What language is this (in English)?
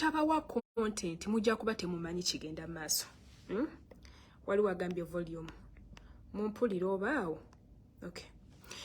Ganda